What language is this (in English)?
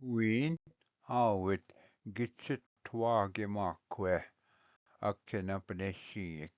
Ojibwa